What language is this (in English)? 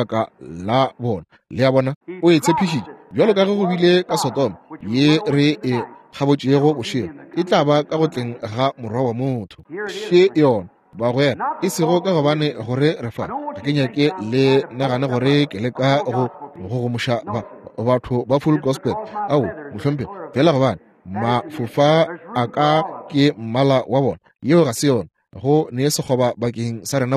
Northern Sotho